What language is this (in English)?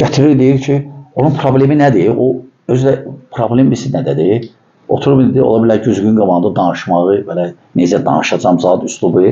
Azerbaijani